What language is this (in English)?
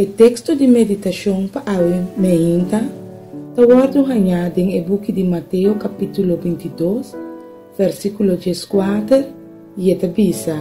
Papiamento